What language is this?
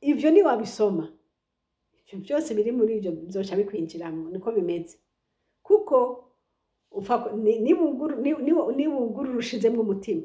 Rundi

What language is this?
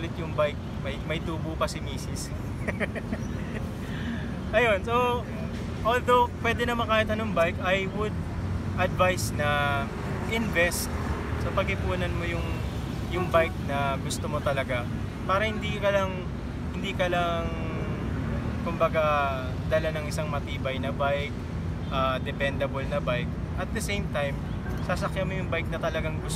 Filipino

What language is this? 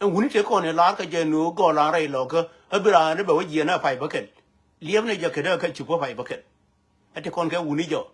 Nuer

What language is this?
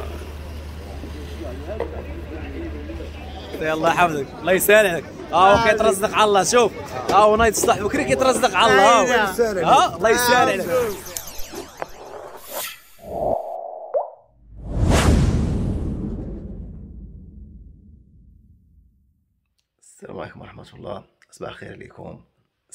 Moroccan Arabic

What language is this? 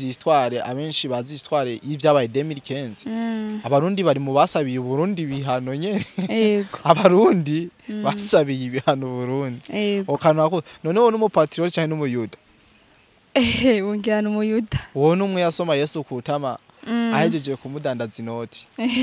Rundi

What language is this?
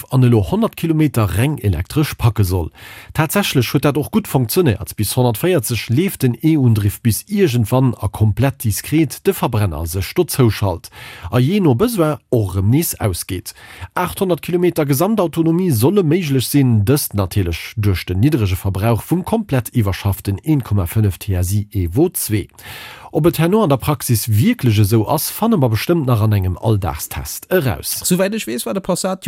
Luxembourgish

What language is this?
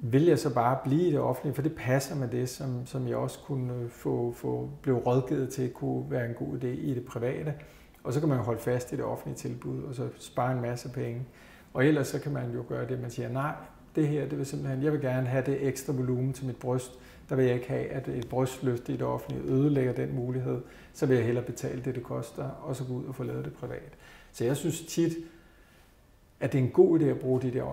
Danish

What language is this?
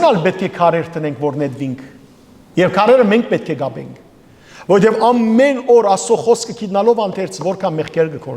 Western Armenian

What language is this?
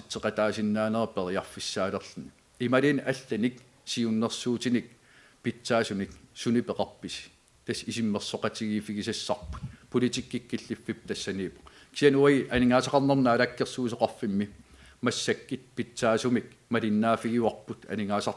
Kalaallisut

